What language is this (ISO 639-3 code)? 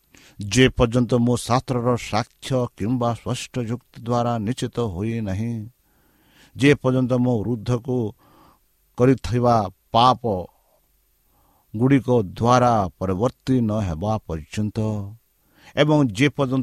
ori